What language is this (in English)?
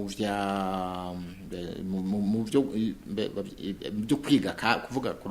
Rundi